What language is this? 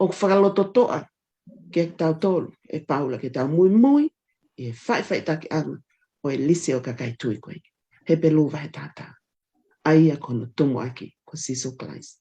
Tongan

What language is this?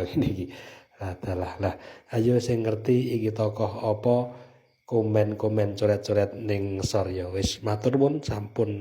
Javanese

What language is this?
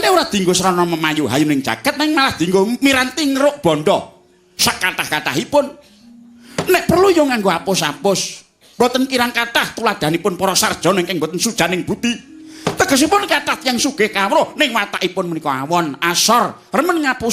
Javanese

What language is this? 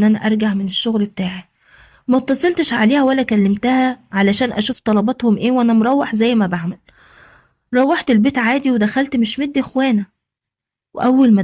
Egyptian Arabic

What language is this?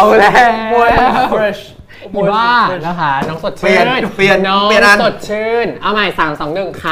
Thai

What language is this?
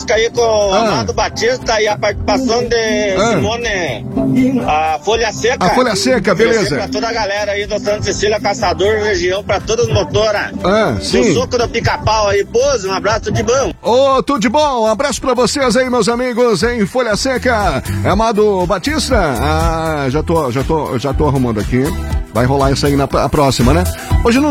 Portuguese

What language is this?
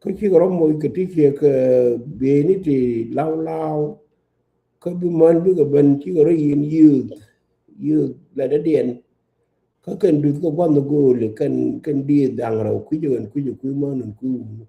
Nuer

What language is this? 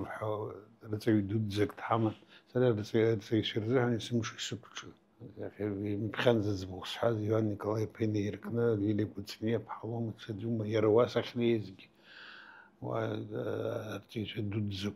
Abkhazian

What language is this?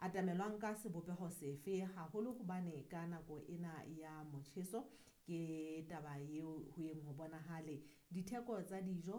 Southern Sotho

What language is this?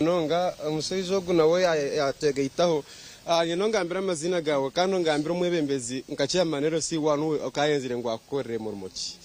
Nyankole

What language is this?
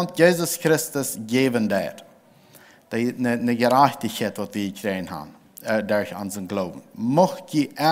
Plautdietsch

